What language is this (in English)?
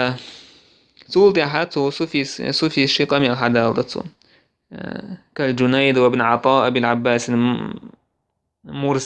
Chechen